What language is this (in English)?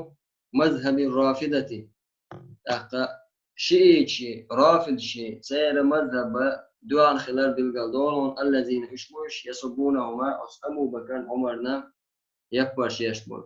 Chechen